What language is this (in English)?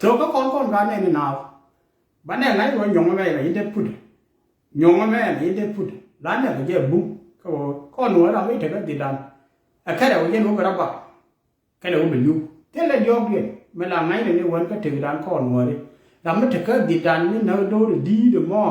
Nuer